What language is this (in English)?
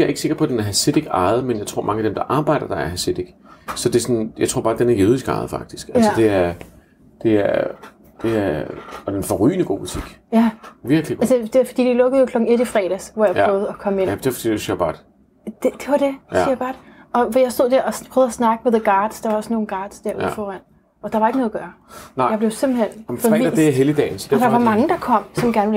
Danish